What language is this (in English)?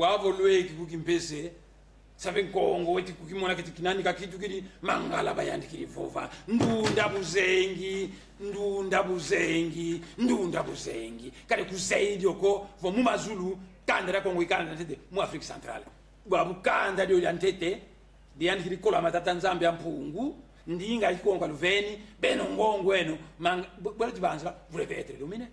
Kongo